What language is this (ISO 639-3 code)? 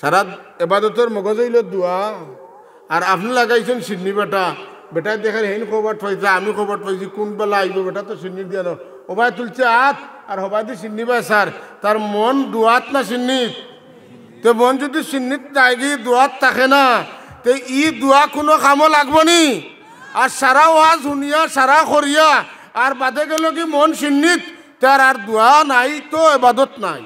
syl